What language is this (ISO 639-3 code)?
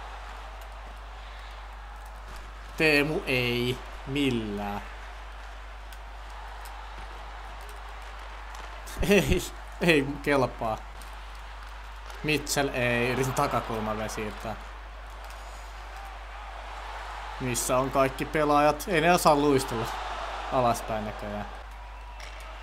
fin